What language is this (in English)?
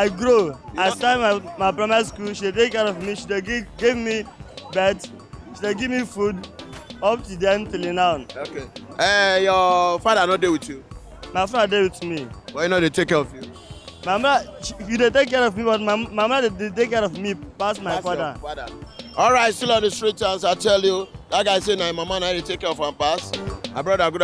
Nigerian Pidgin